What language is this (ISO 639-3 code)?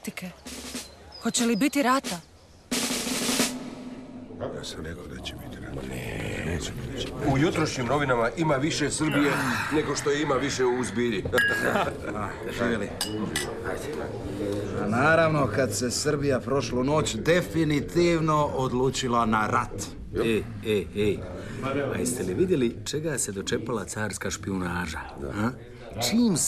hrv